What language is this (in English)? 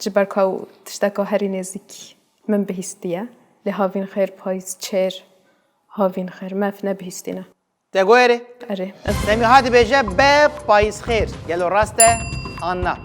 Kurdish